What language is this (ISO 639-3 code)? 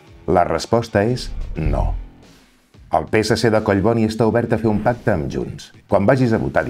cat